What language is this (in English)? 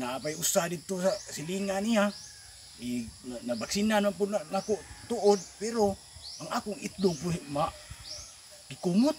Cebuano